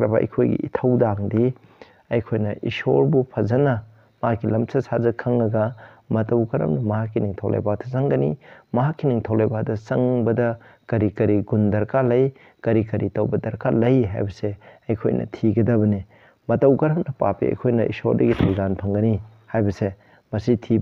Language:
Manipuri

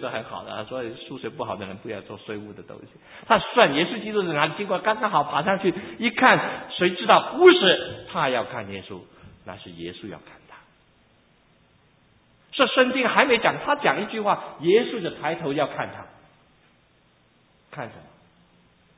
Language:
Chinese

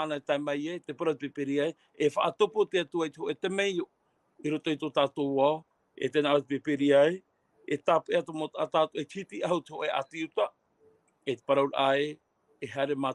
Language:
Tahitian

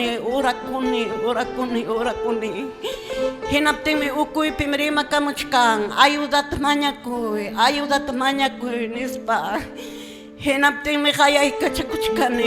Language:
Quechua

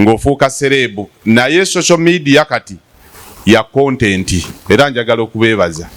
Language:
Ganda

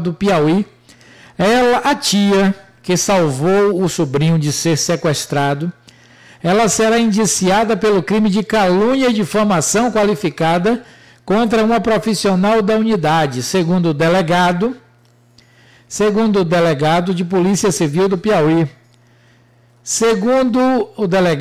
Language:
Portuguese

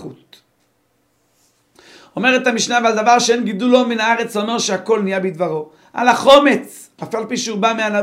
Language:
Hebrew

